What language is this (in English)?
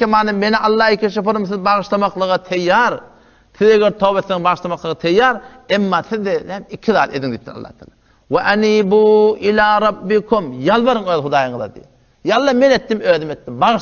Turkmen